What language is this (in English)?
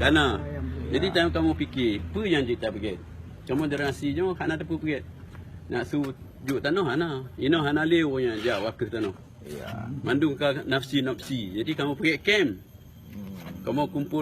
Achinese